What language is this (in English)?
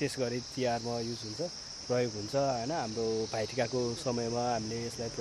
Nepali